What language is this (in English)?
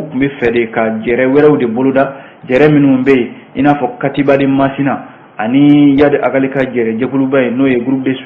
Bambara